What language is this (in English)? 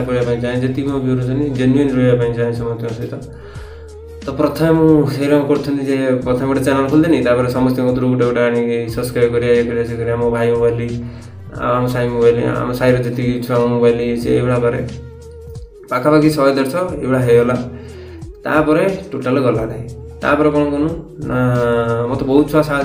Odia